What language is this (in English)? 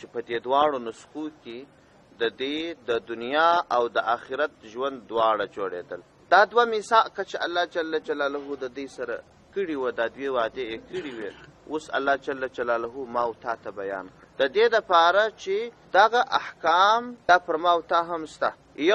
Pashto